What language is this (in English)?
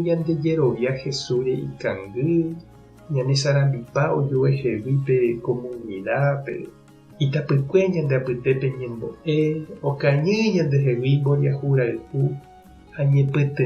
Guarani